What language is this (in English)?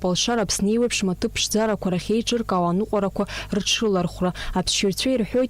Abkhazian